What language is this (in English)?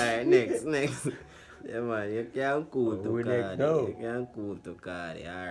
Jamaican Creole English